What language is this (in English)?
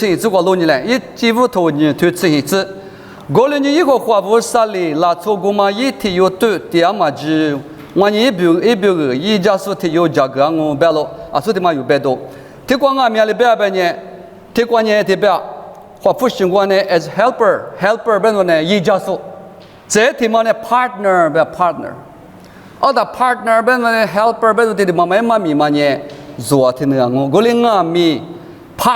Lisu